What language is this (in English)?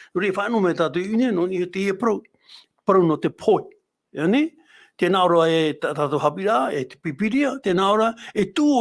Tahitian